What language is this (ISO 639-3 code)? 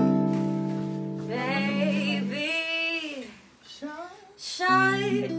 fil